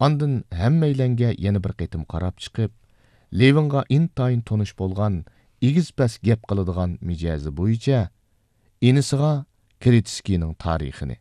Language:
Uyghur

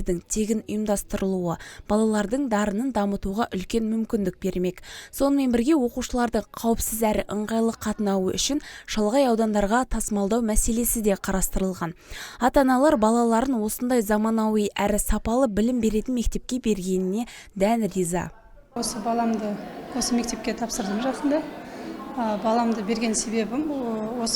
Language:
Kazakh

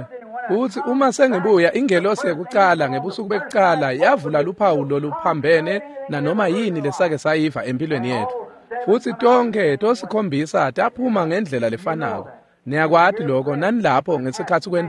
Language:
Swati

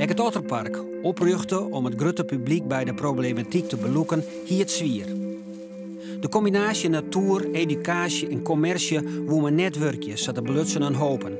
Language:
Western Frisian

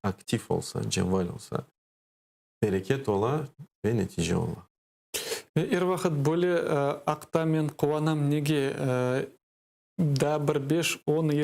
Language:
Crimean Tatar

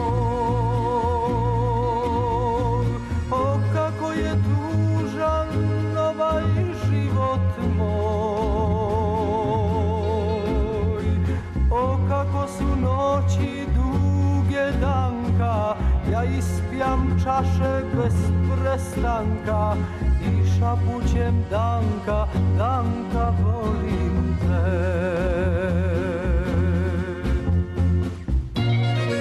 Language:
Serbian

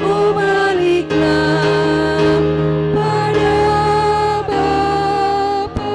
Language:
Batak Simalungun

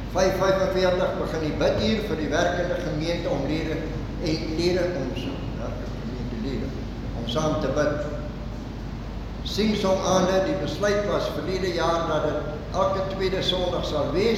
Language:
Afrikaans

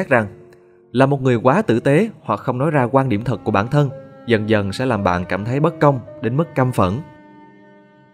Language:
Vietnamese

